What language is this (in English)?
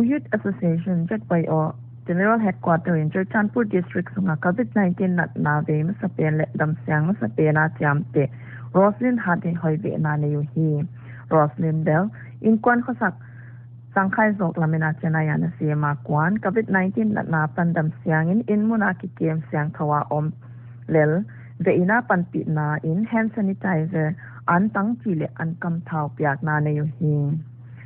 Paite Chin